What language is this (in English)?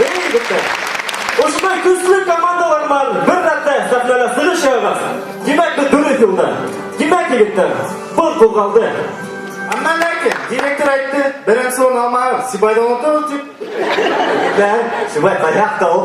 Bashkir